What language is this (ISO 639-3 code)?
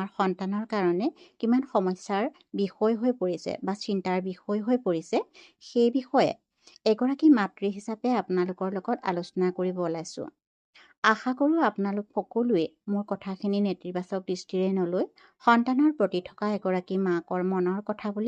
asm